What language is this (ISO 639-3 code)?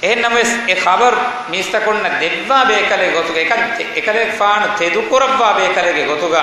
div